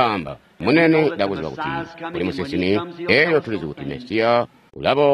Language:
Tonga (Zambia)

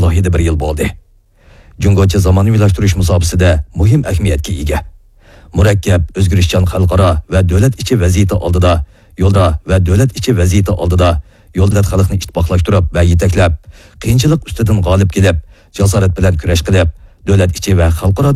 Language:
Uyghur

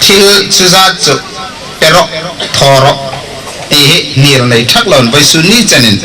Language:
Hmar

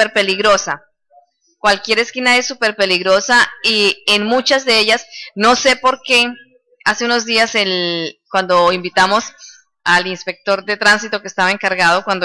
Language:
Spanish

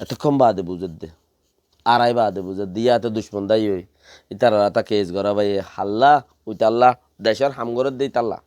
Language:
Rohingya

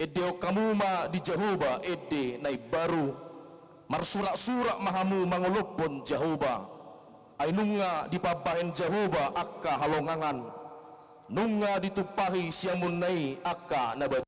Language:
Batak Toba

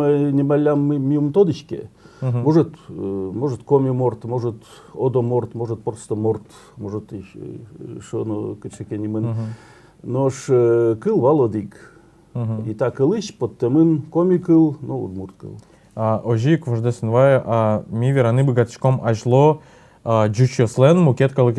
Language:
Udmurt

